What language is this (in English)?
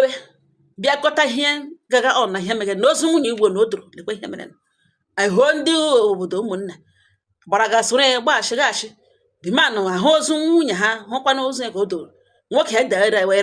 Igbo